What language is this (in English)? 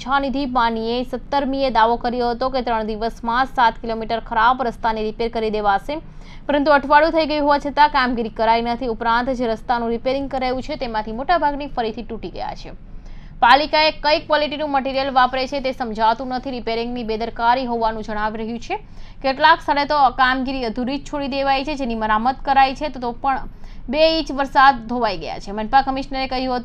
Gujarati